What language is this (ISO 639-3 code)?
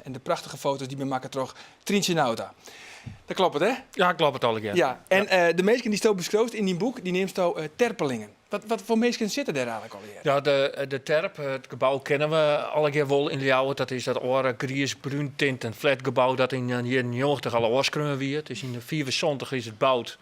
fry